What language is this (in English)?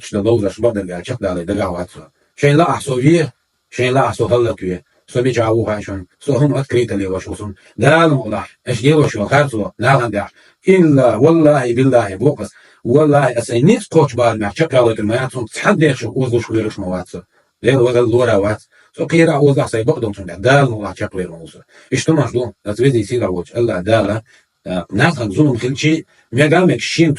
Chechen